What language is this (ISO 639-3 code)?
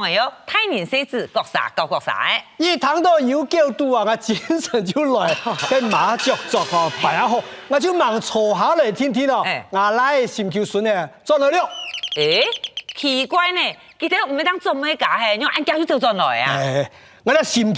hak